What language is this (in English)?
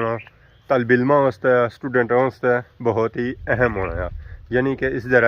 Pahari-Potwari